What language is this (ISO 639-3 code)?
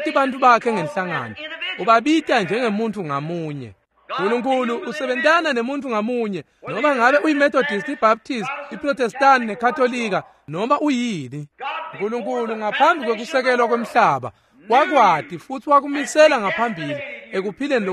ssw